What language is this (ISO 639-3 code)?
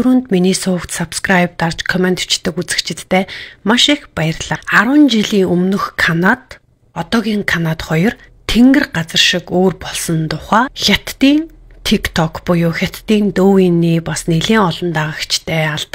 mon